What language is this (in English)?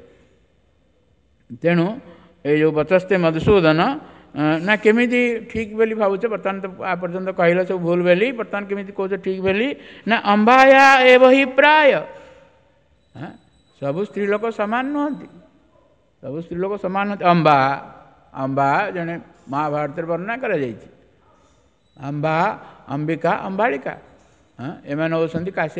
Odia